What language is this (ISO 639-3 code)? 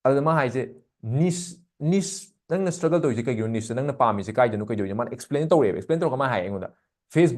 mni